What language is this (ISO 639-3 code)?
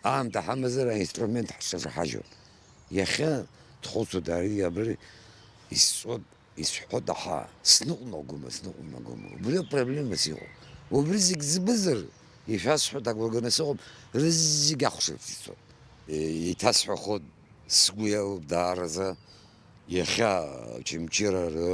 abk